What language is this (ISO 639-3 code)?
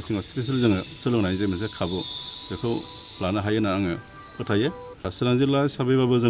brx